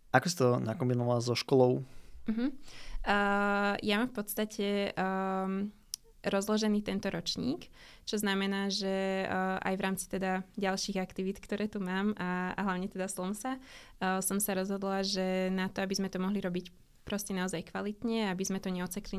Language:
Slovak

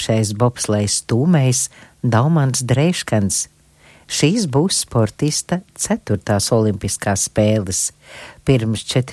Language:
Latvian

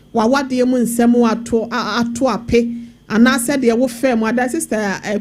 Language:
Akan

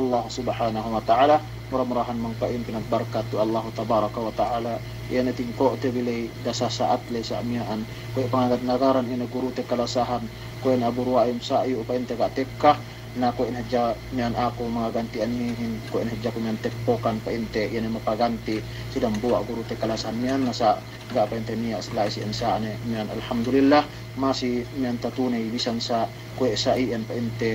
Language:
Yakan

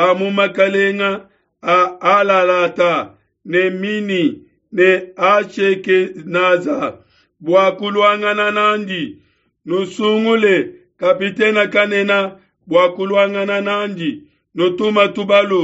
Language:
Luba-Lulua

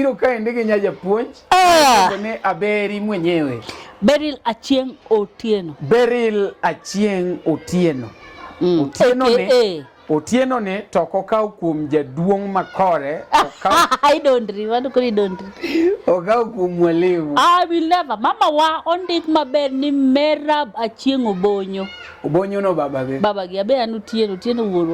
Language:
Luo (Kenya and Tanzania)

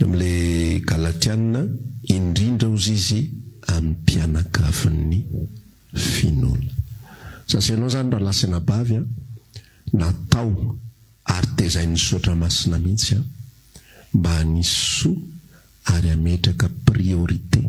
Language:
Malagasy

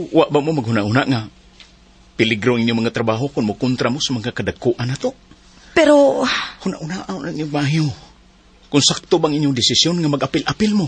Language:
Cebuano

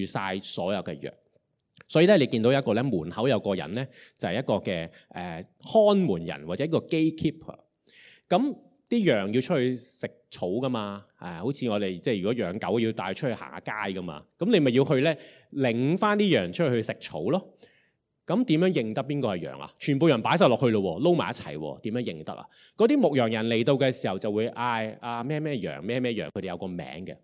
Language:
Cantonese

